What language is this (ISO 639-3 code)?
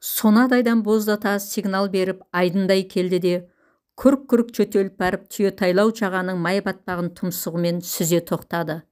kaz